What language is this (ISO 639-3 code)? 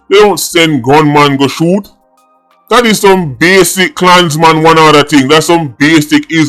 jam